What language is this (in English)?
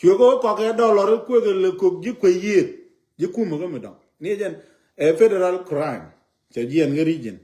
Nuer